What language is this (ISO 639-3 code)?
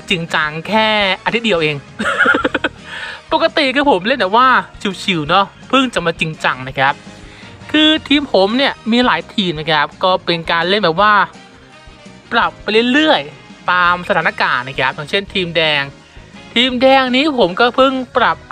tha